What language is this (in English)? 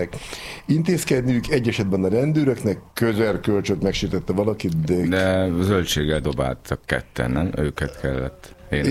Hungarian